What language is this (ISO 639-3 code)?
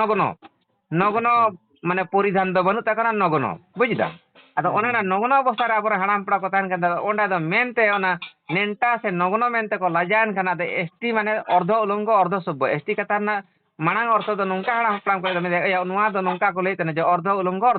sat